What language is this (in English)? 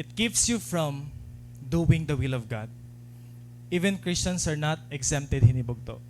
Waray